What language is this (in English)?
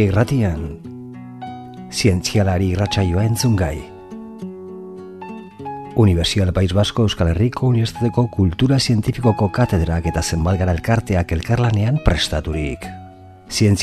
Basque